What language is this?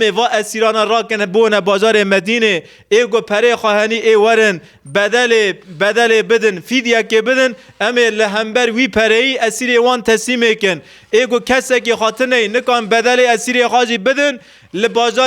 Kurdish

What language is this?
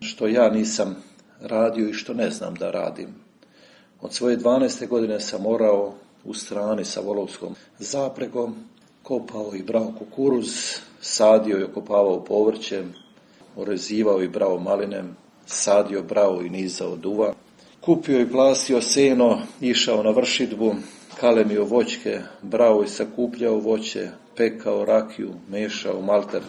Serbian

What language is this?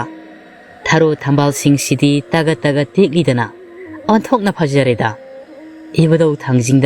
Manipuri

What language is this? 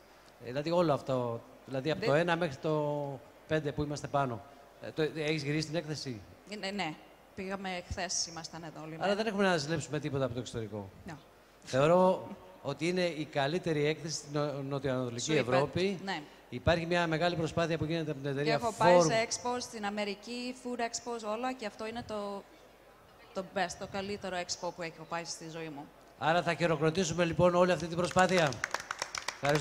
Greek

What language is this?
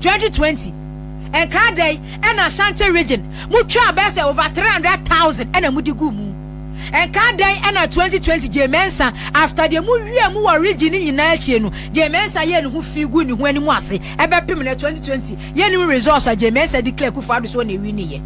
Akan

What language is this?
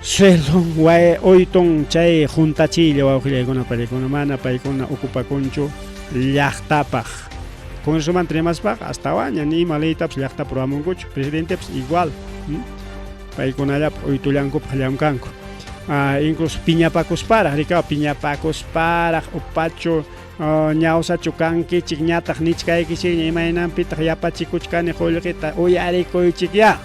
Ayacucho Quechua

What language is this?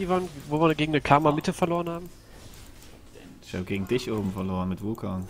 German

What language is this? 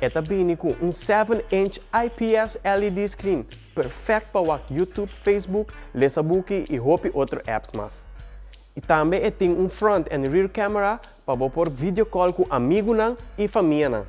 Papiamento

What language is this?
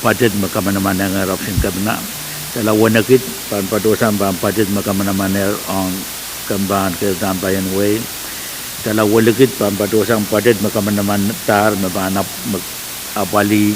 Pohnpeian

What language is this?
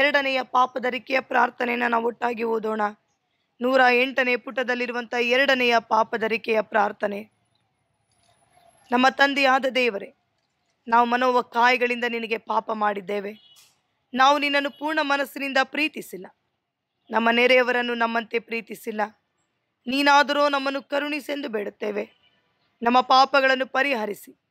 Kannada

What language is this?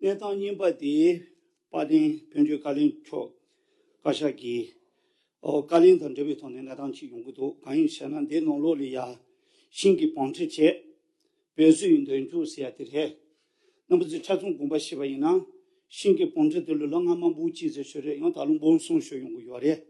Tibetan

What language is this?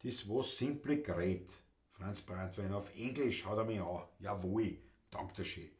Bavarian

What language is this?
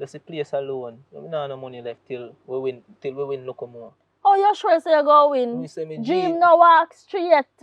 Jamaican Creole English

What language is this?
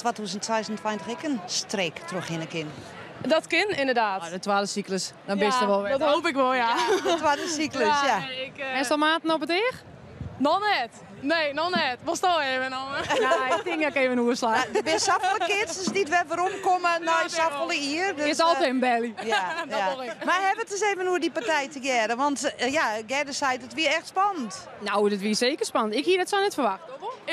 Western Frisian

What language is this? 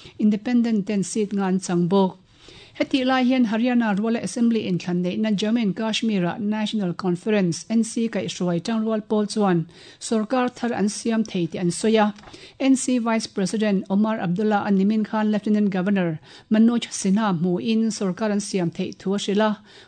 Mizo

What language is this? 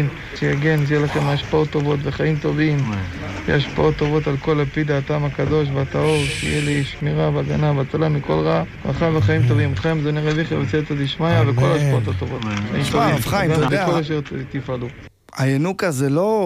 Hebrew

